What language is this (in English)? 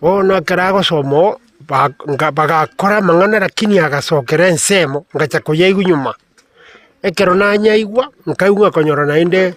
Gusii